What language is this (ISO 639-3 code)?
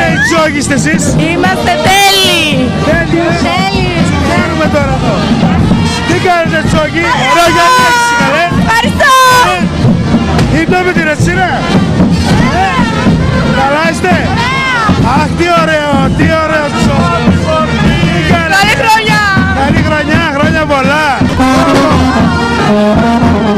ell